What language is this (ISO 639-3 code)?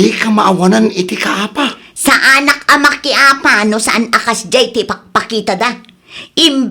ilo